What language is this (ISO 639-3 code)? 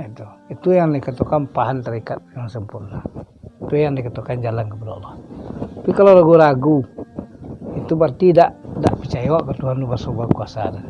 min